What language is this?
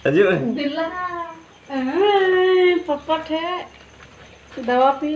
Santali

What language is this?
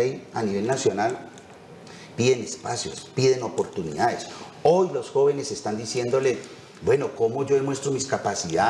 Spanish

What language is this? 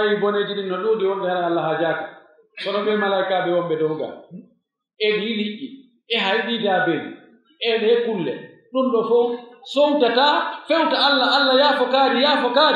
Pular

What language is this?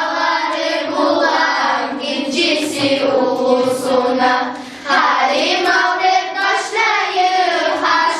Kumyk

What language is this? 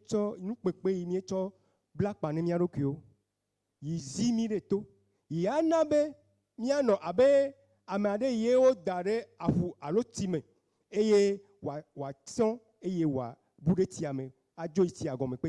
Ewe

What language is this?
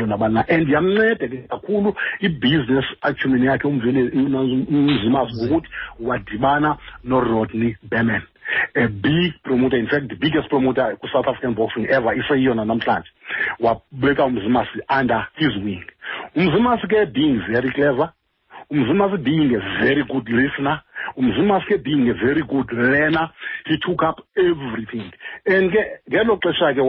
Xhosa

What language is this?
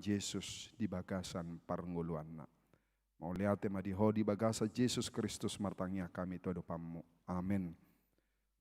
Batak Toba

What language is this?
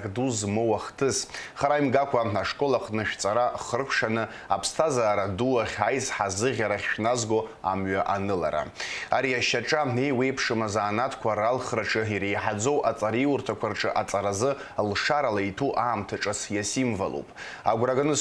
Abkhazian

